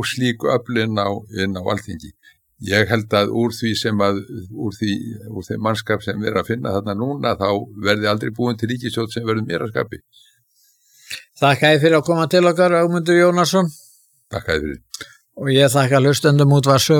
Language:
Icelandic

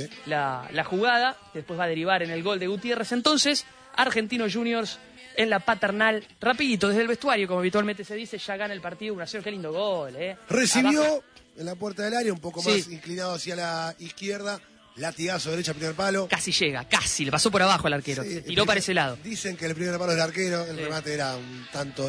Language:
Spanish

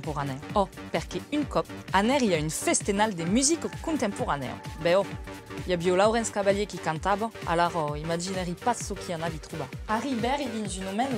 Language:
Occitan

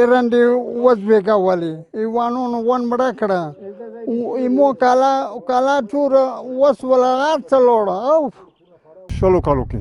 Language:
Pashto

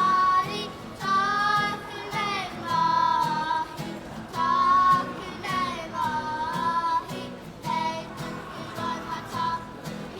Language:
Māori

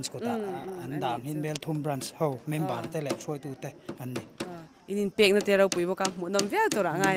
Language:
Mizo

